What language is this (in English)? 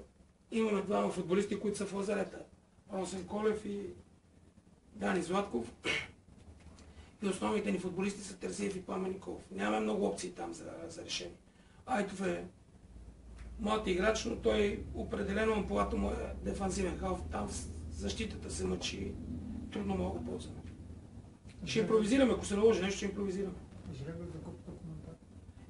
Bulgarian